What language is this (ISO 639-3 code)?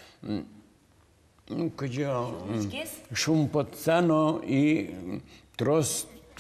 udm